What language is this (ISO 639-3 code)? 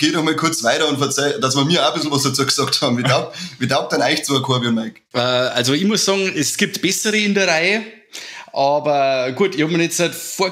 bar